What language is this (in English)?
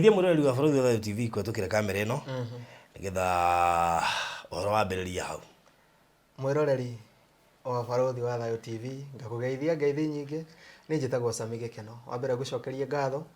Kikuyu